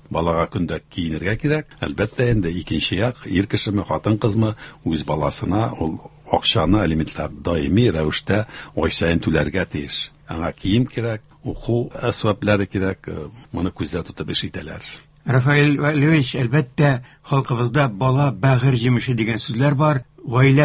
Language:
Tatar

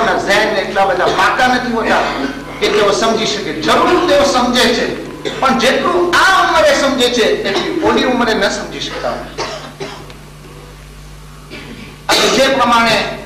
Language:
Gujarati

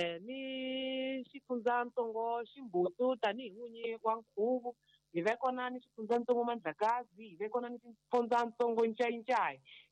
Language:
Tsonga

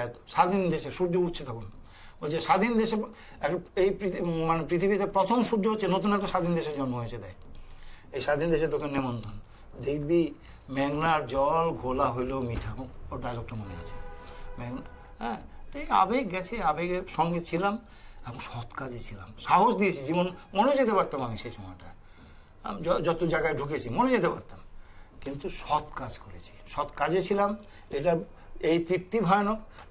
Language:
Bangla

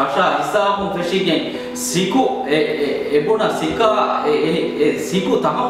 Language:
Divehi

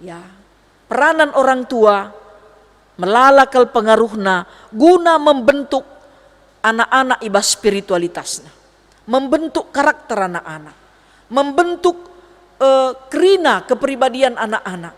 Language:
Batak Karo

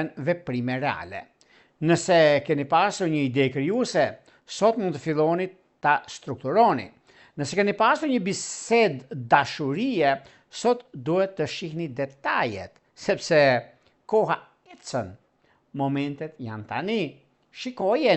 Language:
Albanian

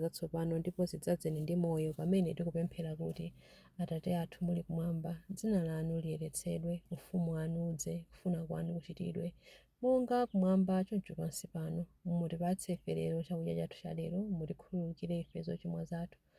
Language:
Nyanja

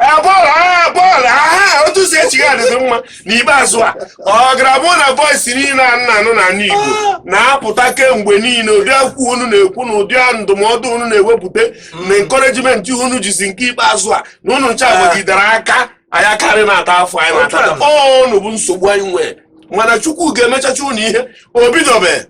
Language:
Igbo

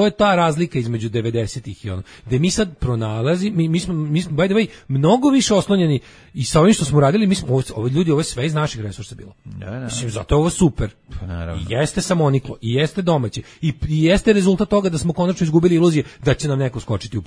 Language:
Serbian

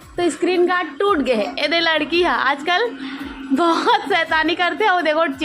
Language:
Chhattisgarhi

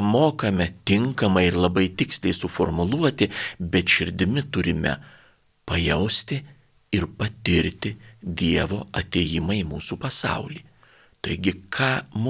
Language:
Lithuanian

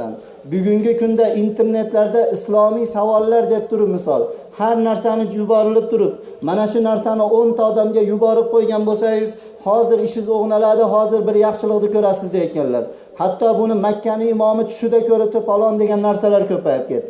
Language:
Uzbek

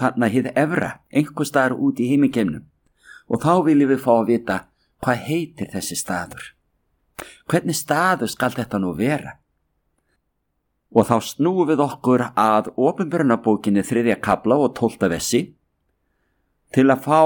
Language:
Icelandic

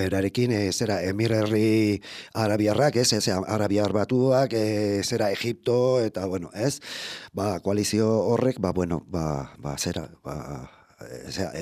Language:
Basque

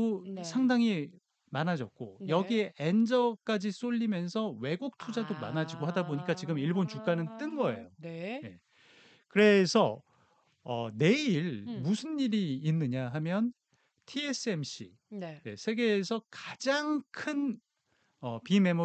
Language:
Korean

